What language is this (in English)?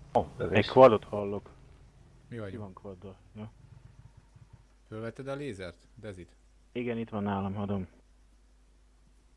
Hungarian